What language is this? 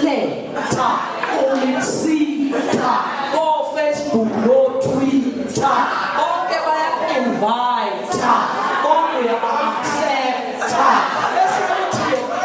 Zulu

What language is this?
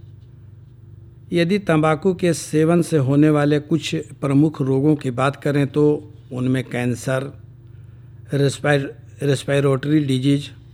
Hindi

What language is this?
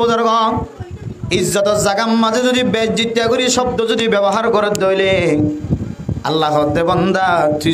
Rohingya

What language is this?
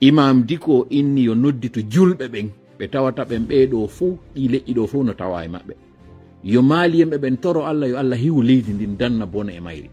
Fula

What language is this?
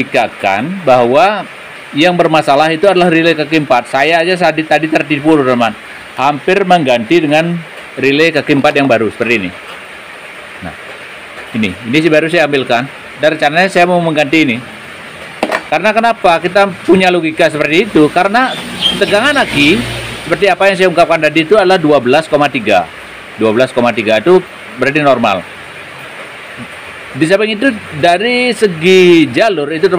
Indonesian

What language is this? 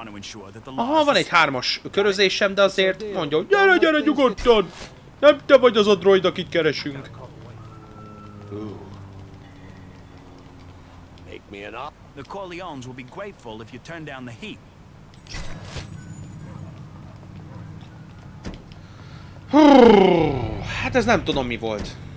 Hungarian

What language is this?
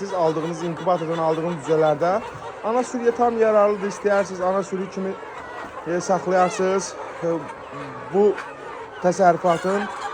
Azerbaijani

